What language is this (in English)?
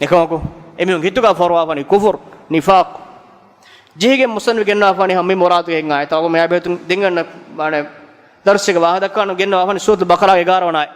Divehi